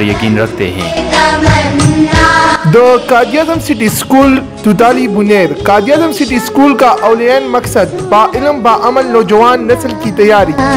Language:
Urdu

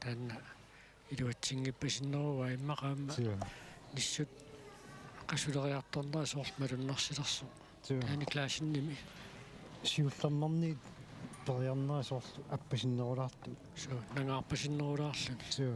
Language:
Kalaallisut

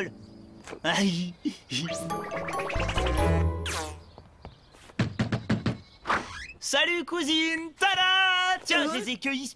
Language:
French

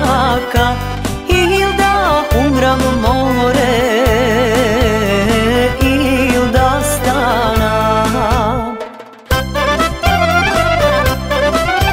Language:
Macedonian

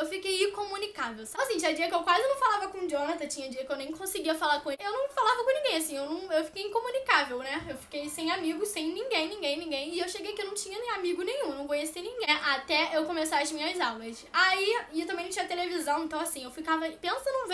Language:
Portuguese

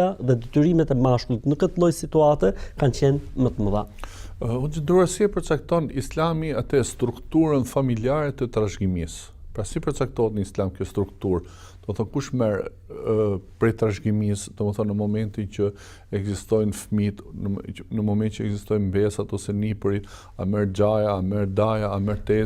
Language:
Albanian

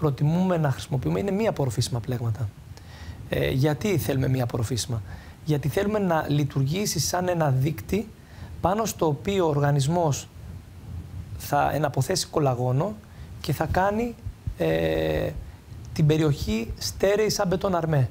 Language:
Greek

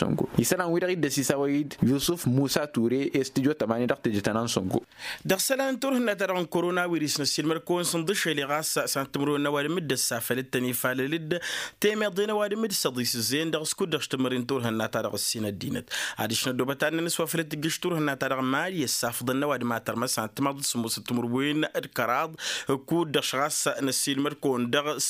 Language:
Tamasheq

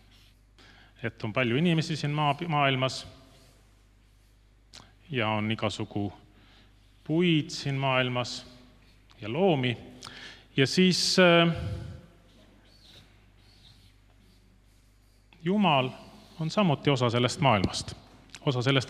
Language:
Estonian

